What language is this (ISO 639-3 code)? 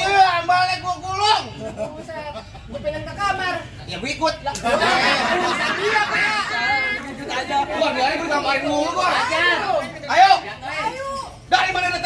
bew